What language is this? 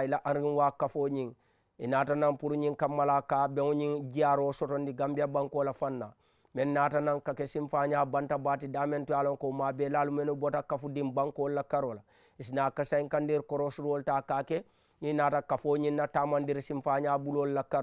Mandingo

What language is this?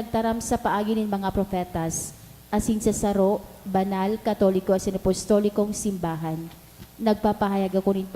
Bikol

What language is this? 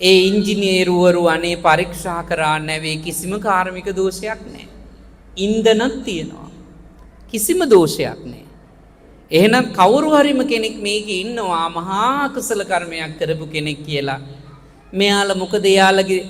Sinhala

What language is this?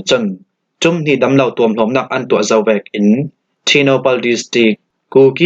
Falam Chin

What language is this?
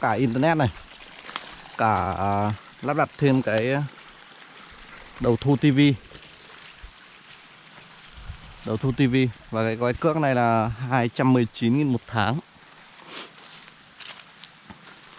Vietnamese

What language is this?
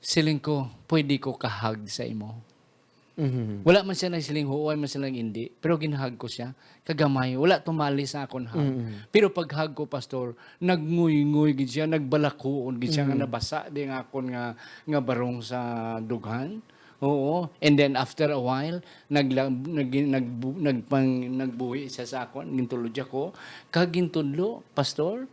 Hiligaynon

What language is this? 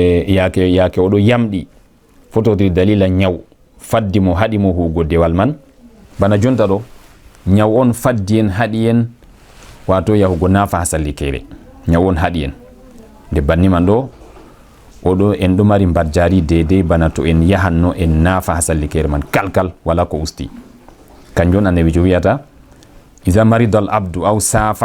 Fula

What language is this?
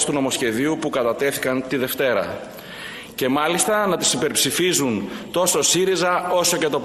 Greek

